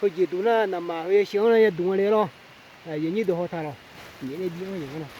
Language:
Akha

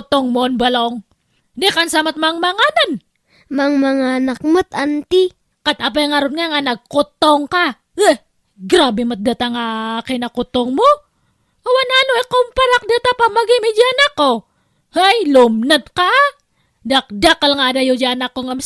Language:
Iloko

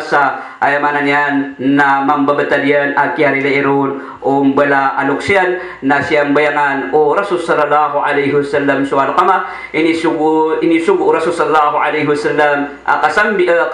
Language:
Maranao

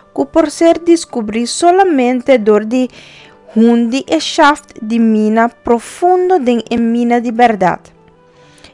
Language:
Papiamento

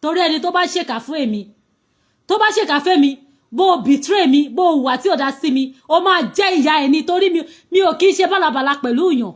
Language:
Yoruba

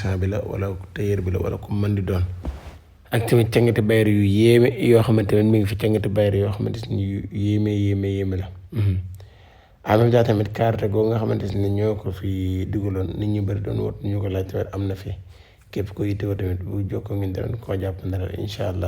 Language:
Wolof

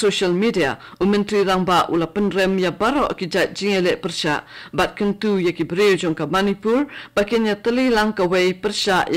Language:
Khasi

